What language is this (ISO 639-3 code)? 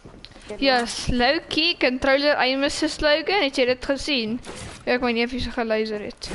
afr